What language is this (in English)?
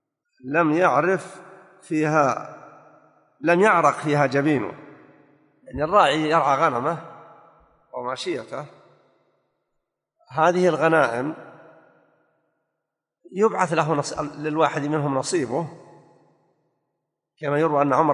Arabic